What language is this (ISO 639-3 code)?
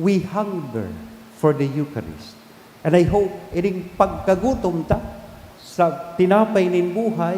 bik